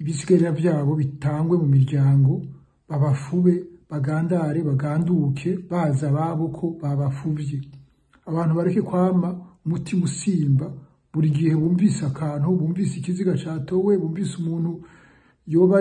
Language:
Rundi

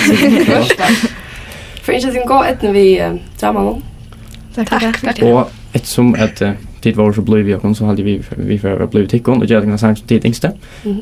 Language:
Faroese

